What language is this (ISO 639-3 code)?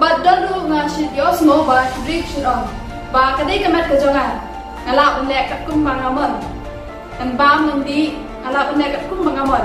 kha